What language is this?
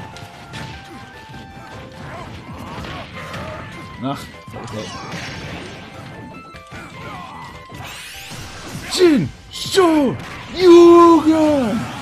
English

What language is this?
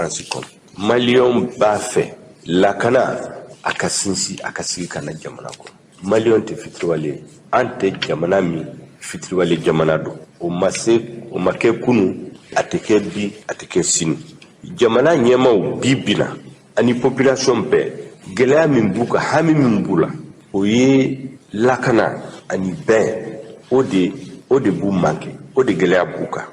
Bambara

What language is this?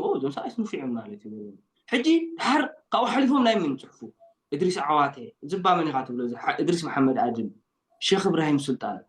Tigrinya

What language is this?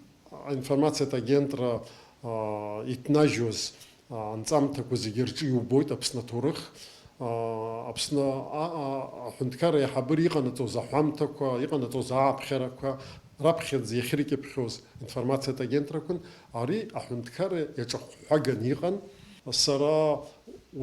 Abkhazian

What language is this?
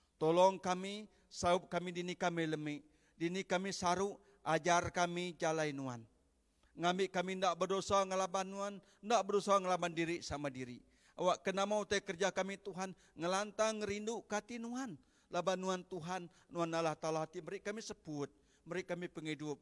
Iban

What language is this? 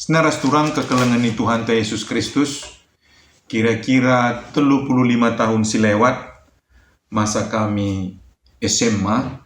Batak Karo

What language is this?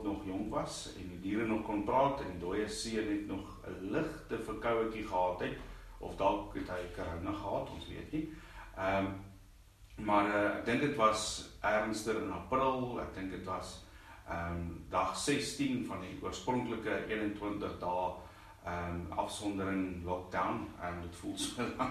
Afrikaans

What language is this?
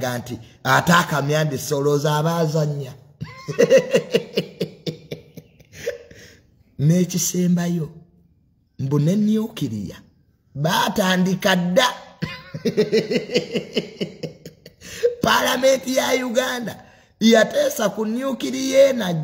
Ganda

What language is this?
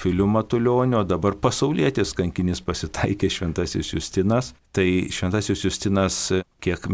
Lithuanian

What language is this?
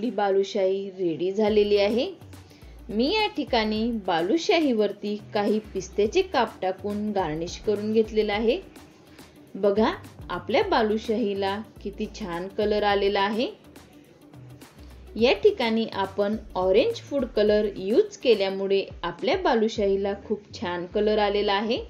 Marathi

